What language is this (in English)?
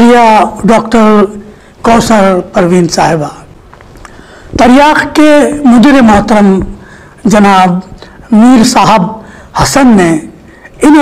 Urdu